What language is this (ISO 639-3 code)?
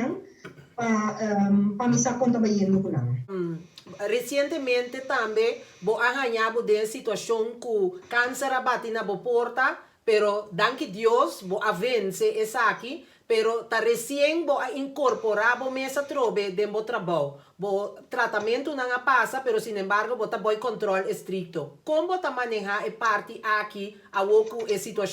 pap